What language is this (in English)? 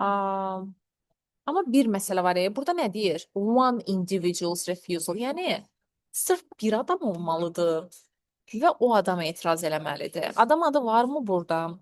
Azerbaijani